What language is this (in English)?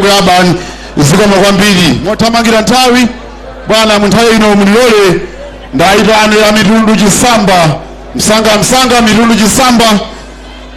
Nyanja